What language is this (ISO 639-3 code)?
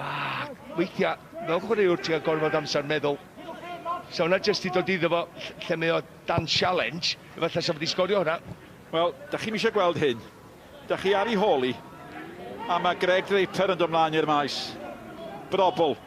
cym